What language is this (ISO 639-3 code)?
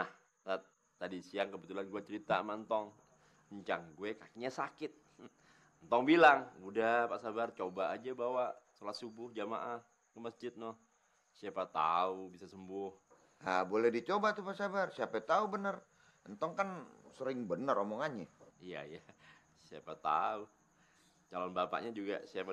bew